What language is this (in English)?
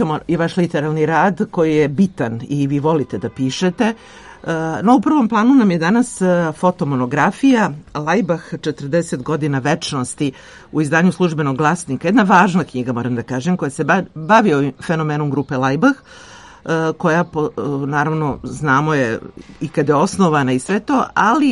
Serbian